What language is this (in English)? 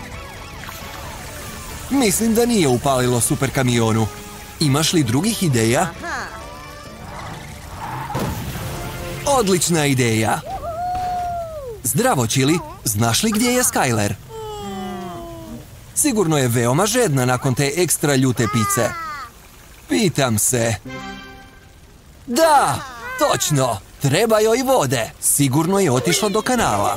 Croatian